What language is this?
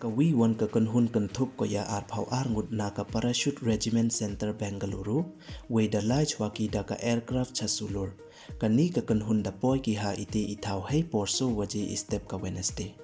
Pnar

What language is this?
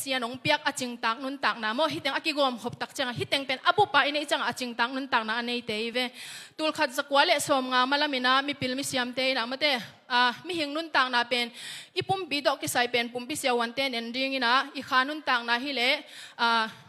Tedim Chin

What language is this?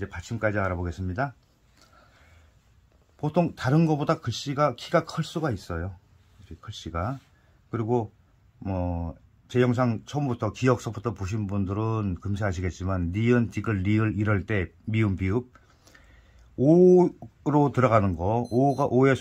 Korean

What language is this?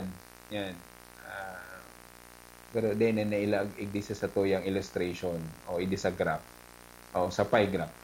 Bikol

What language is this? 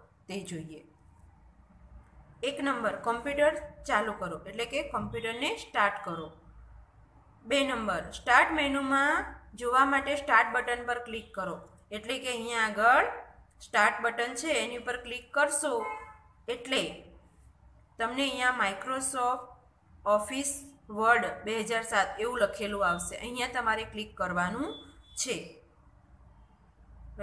Gujarati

